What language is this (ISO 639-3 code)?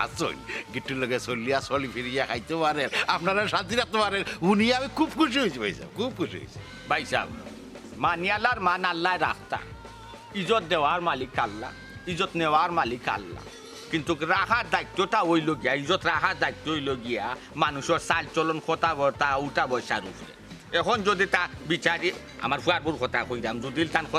syl